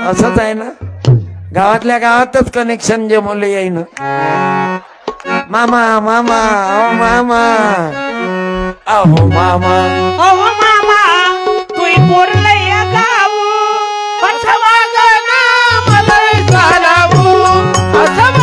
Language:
Marathi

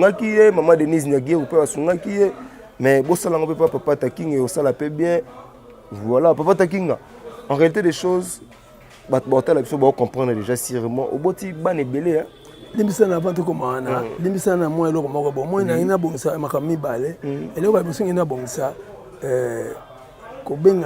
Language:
Lingala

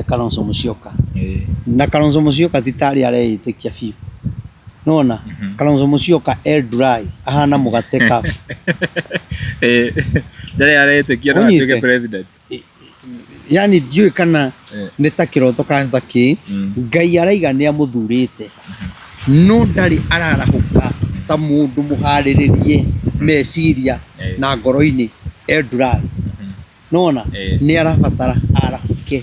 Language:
Kikuyu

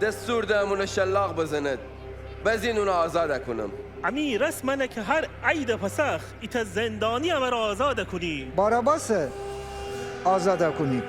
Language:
Gilaki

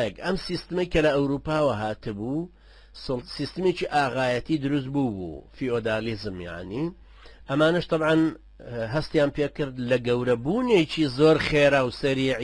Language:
Central Kurdish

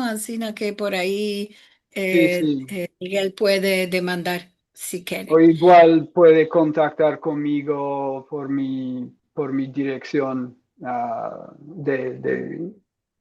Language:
Ladino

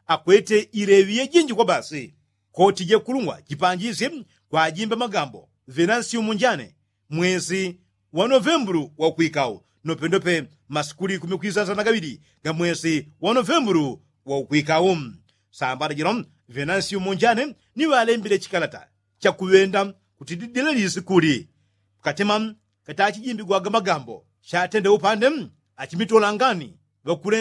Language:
Yao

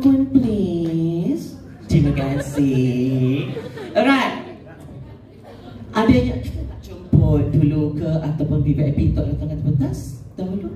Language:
Malay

